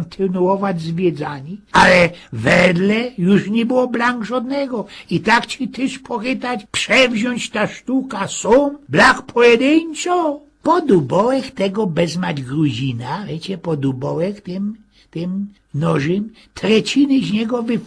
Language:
Silesian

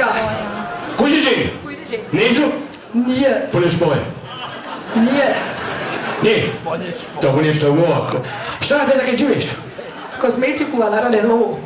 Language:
Upper Sorbian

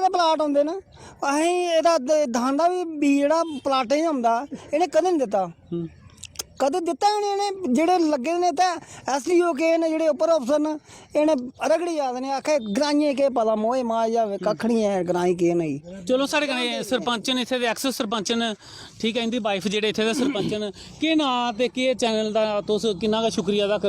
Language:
Dogri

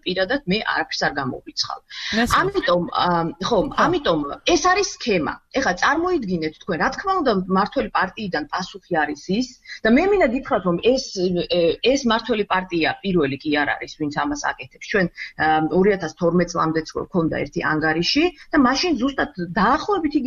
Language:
Georgian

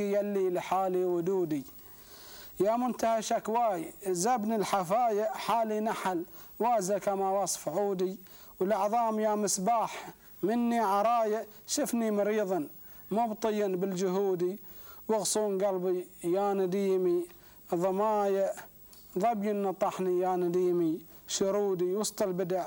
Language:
Gulf Arabic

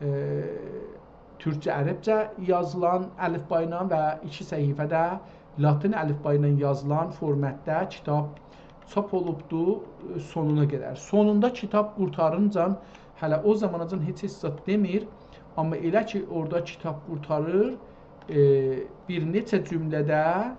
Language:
South Azerbaijani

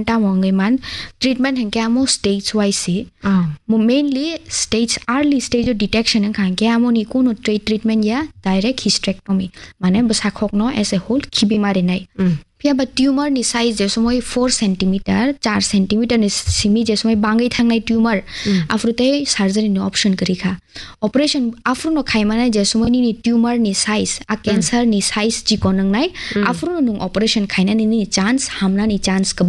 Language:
Kok Borok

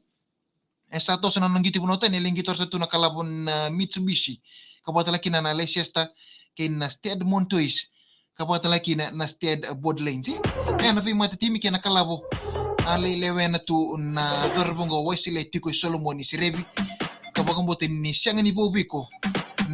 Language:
Fijian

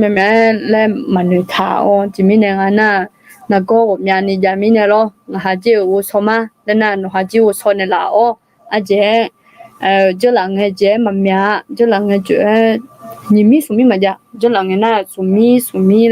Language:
Akha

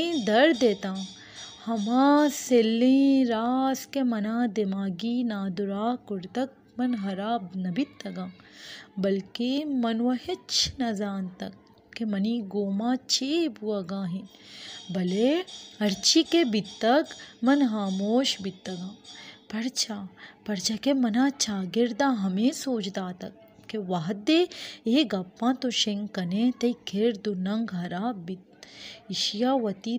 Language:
Baluchi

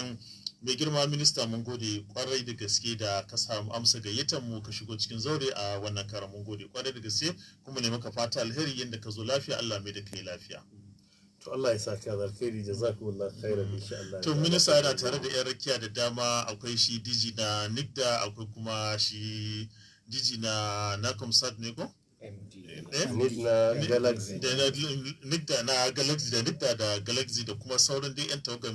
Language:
Hausa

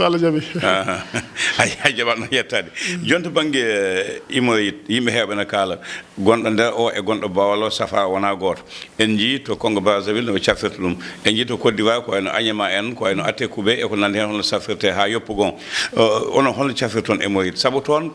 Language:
Fula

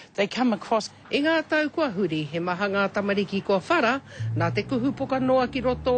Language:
Māori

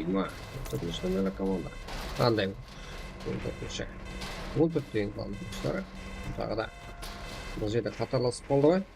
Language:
Kara-Kalpak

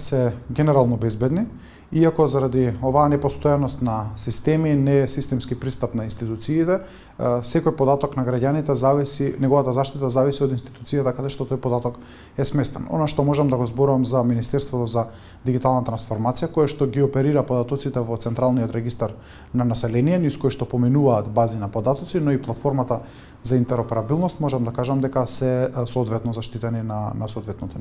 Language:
Macedonian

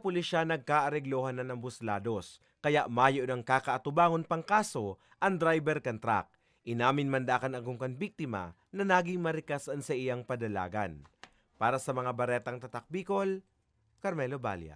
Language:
Bikol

